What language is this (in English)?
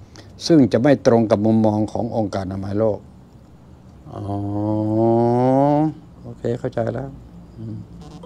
Thai